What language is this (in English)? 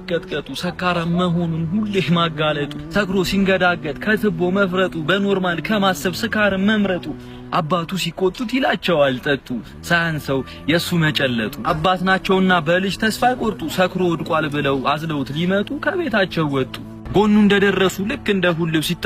Amharic